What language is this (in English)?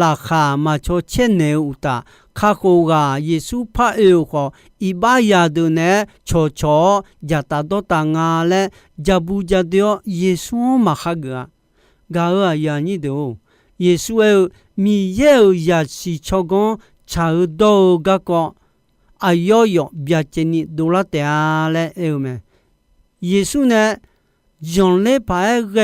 Akha